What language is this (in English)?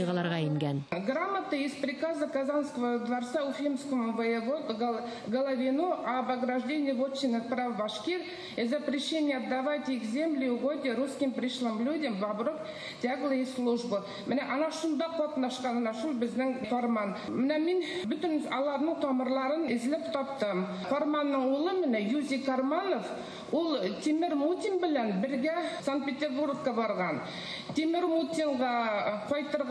Bashkir